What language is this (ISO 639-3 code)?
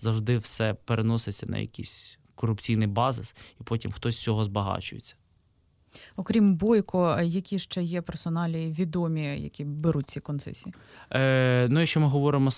ukr